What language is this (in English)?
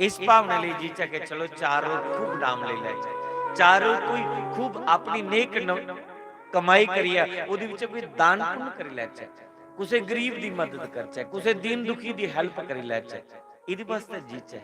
Dogri